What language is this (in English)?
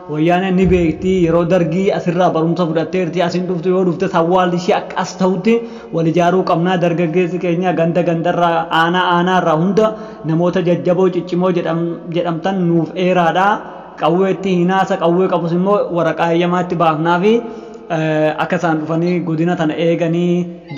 Oromo